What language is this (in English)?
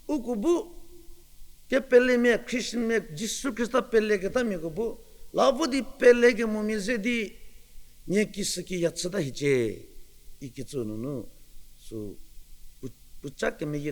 Angami Naga